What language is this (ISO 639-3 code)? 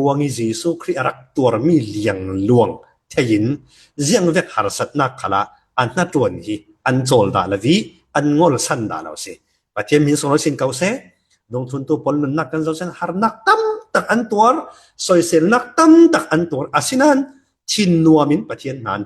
cfm